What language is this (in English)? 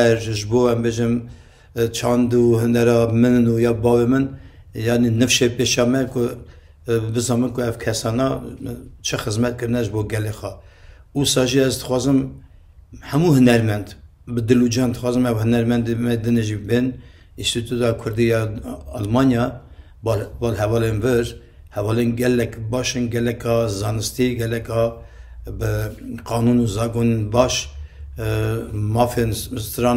Kurdish